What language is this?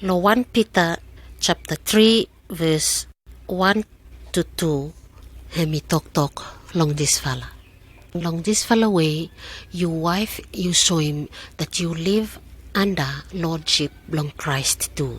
Pijin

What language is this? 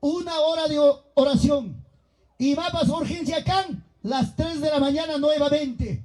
Ayacucho Quechua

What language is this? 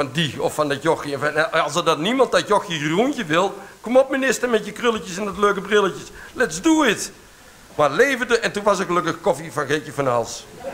Dutch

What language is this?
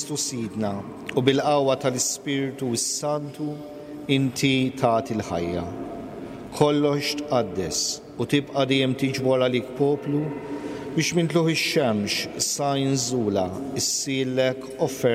Maltese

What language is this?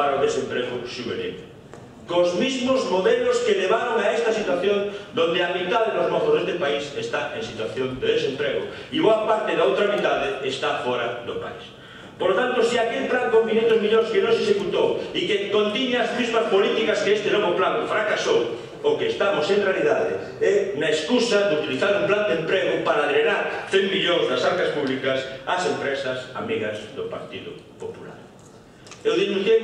Galician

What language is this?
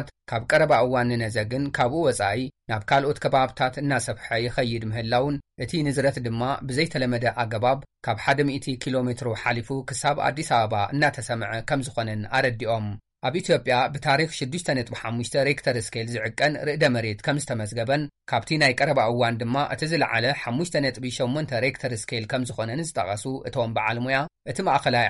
Tigrinya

